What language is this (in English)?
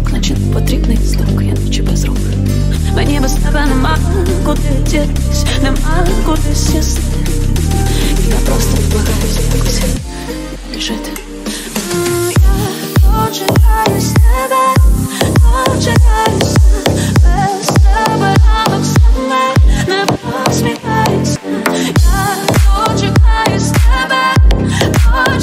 Ukrainian